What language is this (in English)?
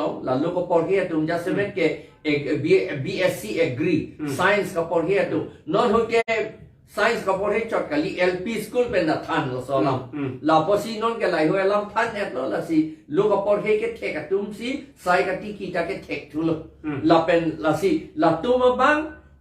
Karbi